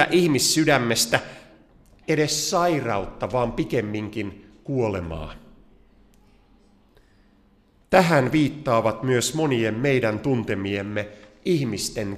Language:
Finnish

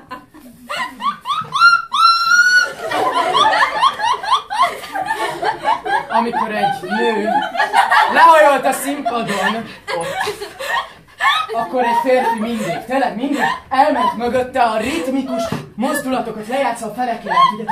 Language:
Hungarian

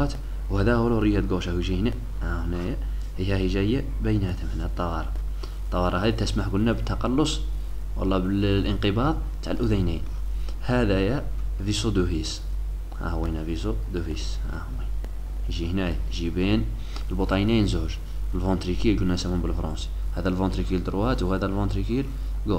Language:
Algerian Arabic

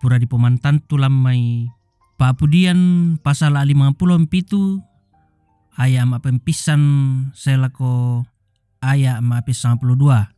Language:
Toraja-Sa'dan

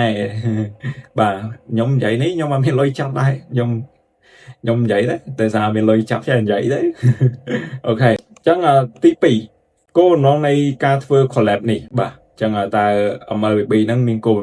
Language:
Khmer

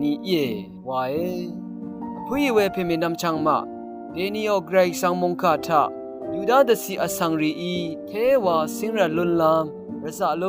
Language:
Rawang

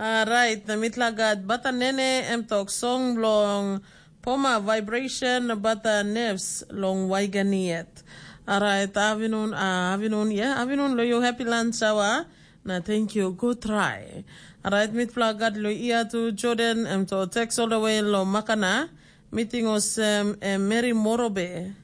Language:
Tok Pisin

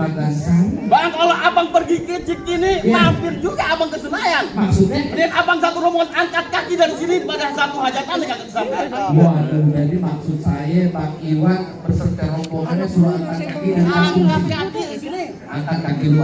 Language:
Betawi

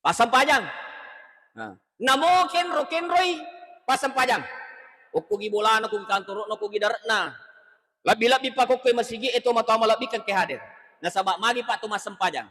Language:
Buginese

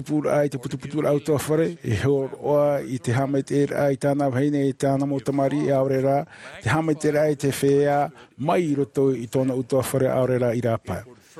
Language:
Tahitian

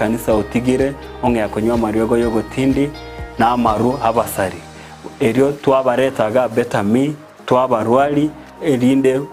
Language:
Gusii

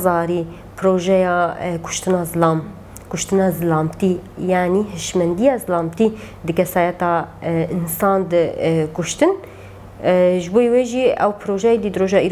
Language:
Kurdish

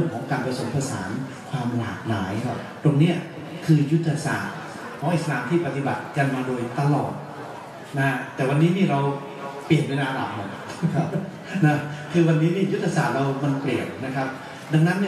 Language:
Thai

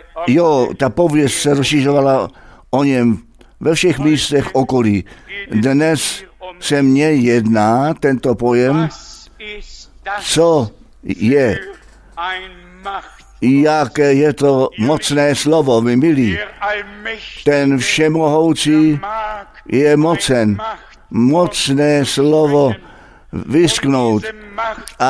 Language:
Czech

